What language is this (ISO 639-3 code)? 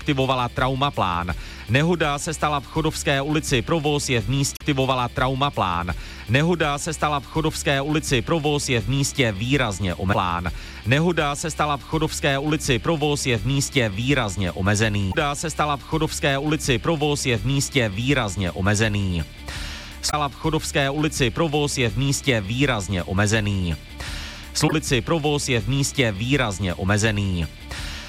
ces